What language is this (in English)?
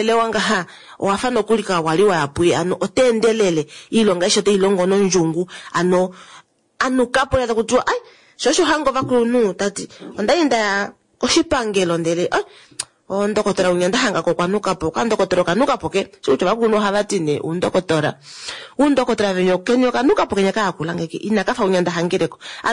Kuanyama